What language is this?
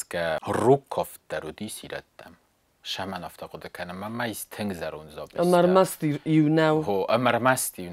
Ossetic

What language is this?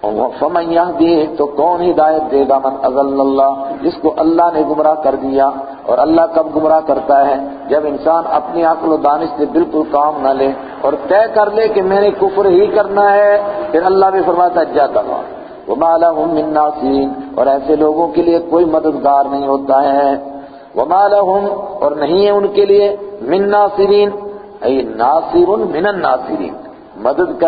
Urdu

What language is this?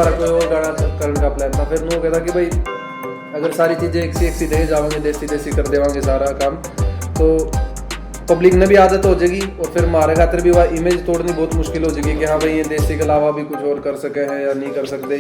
Haryanvi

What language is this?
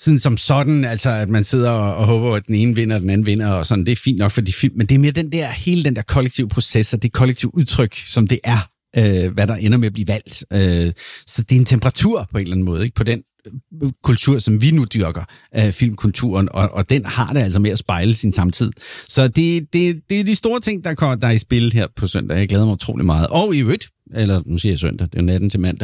Danish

